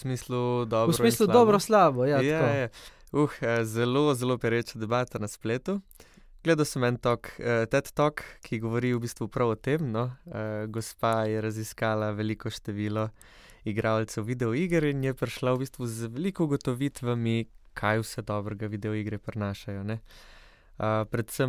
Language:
Slovenian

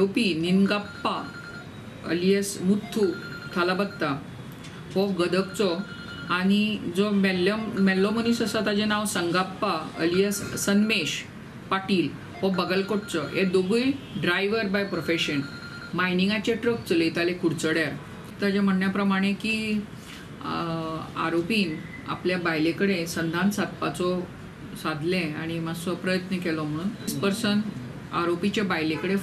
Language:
Konkani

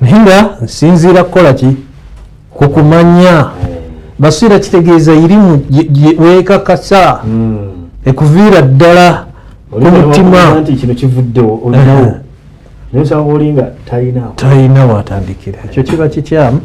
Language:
Ganda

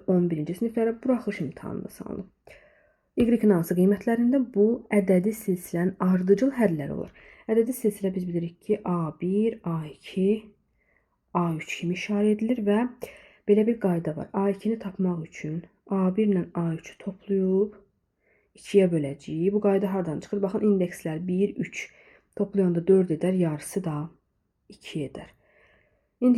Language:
Azerbaijani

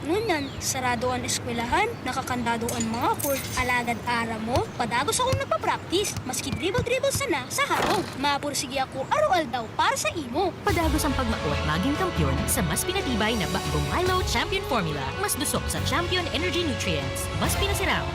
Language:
Bikol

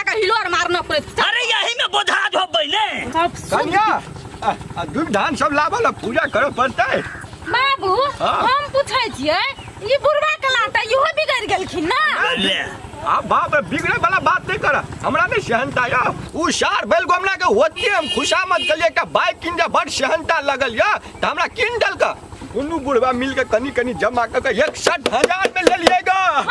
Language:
Maithili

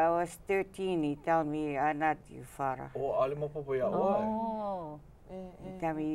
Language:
Hawaiian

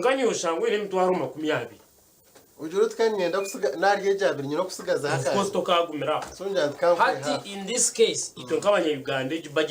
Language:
Nyankole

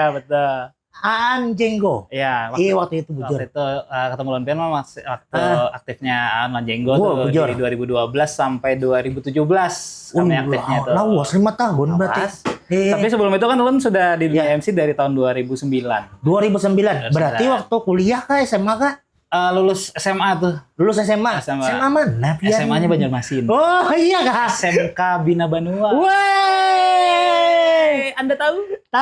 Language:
Banjar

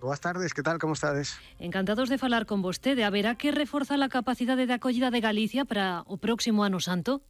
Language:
Galician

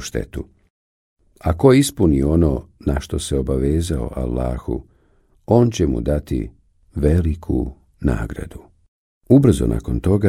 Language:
Bosnian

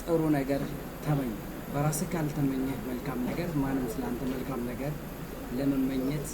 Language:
Amharic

